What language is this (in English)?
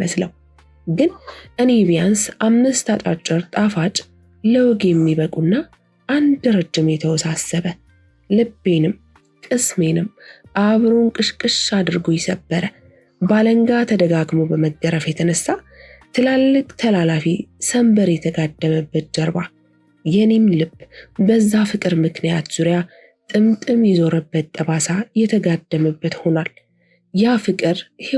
Amharic